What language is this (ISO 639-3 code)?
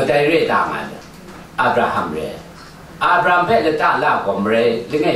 tha